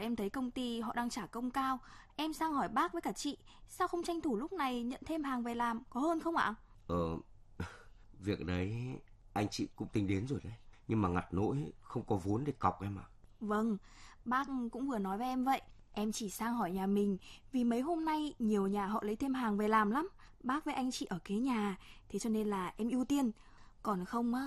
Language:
Vietnamese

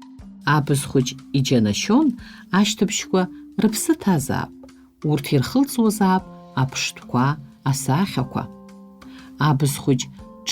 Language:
Abkhazian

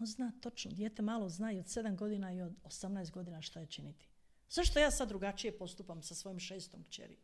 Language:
Croatian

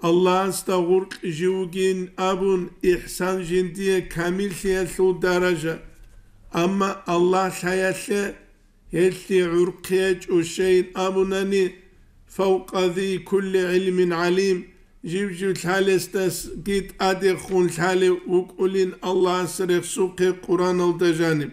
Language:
Avaric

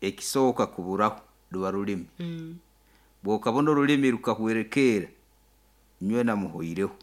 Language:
Nyoro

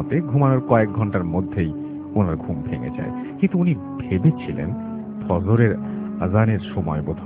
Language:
Bangla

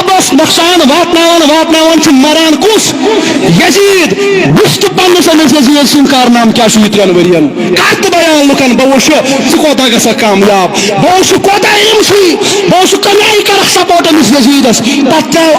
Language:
Kashmiri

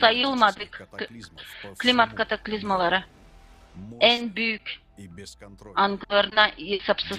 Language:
Gagauz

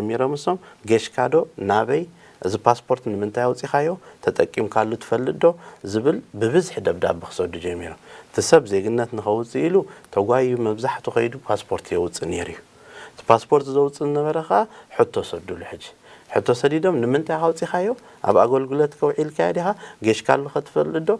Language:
Tigrinya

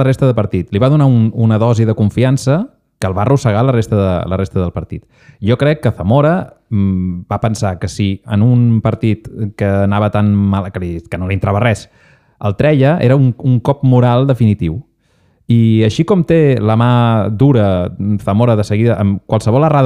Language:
Catalan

